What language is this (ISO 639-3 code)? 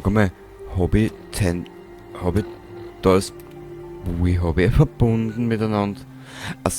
bar